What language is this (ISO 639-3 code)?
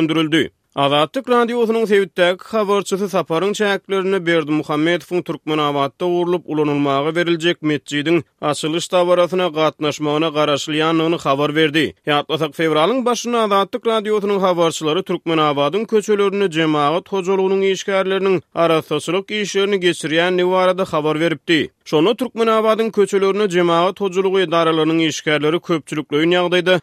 tuk